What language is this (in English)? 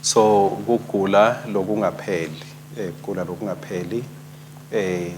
Swati